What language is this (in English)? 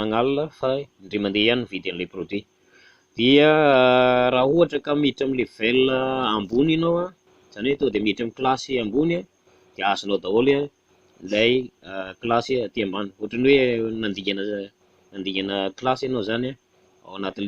Malagasy